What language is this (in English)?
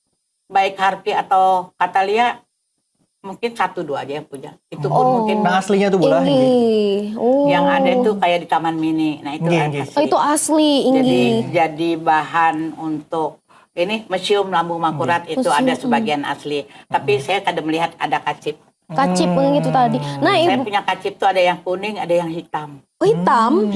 Banjar